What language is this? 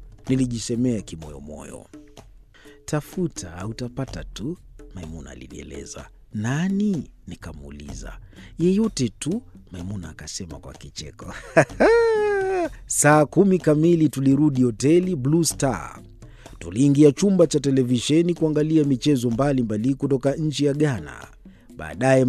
Swahili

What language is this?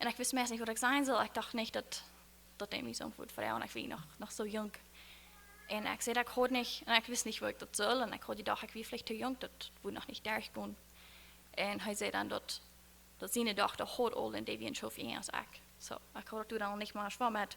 Plautdietsch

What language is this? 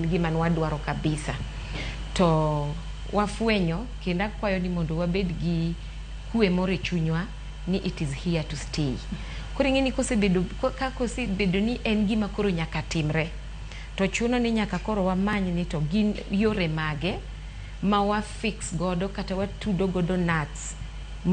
Luo (Kenya and Tanzania)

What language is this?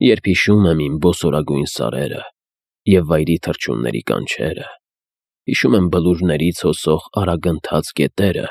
Armenian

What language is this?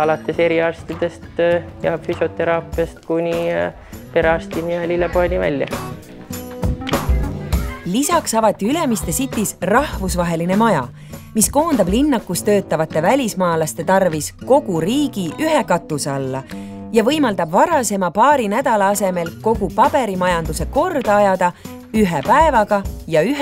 Estonian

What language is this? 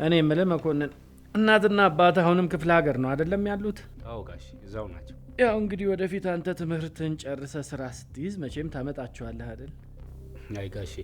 Amharic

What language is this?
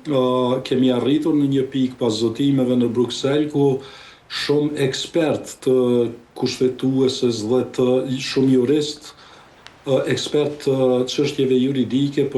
Albanian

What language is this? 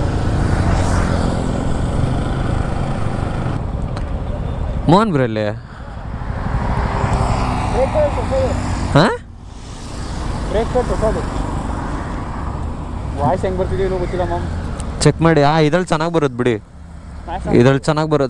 Kannada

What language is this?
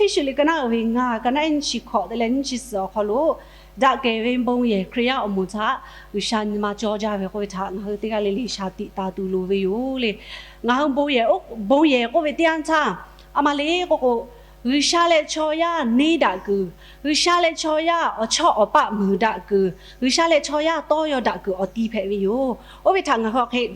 Lahu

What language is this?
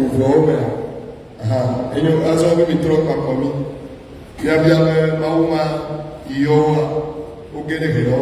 Ewe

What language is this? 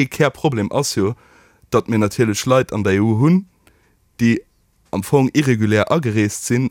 Luxembourgish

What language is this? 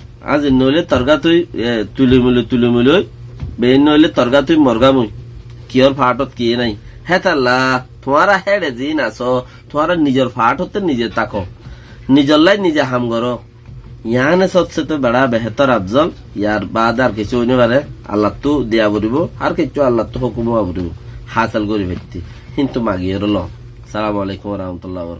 Rohingya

